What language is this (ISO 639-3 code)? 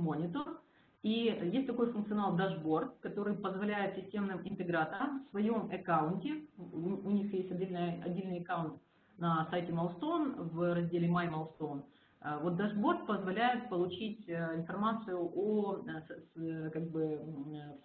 rus